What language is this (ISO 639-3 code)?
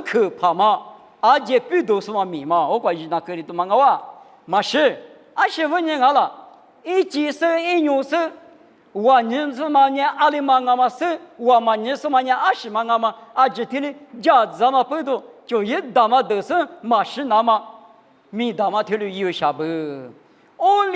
lis